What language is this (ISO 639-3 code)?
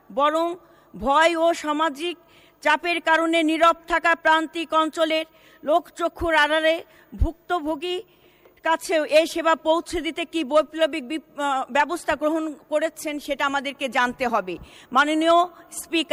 ben